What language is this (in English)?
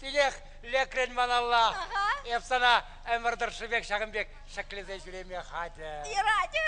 Chuvash